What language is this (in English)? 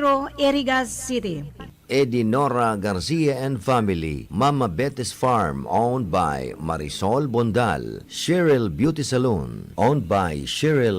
Bikol